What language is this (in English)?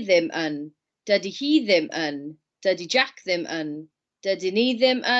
Welsh